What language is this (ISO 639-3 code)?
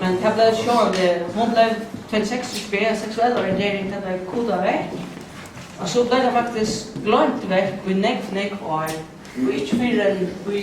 fao